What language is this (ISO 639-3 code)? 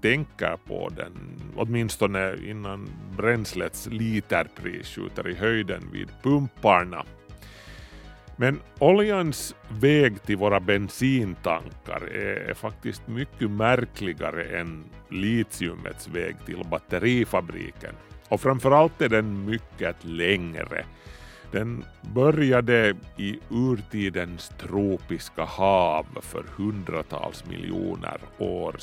swe